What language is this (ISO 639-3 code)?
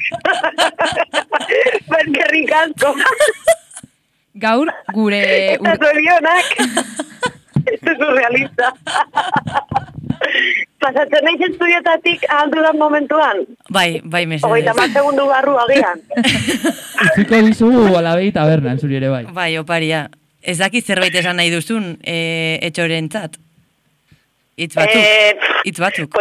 eus